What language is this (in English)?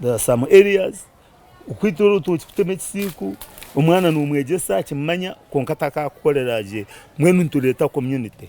Nyankole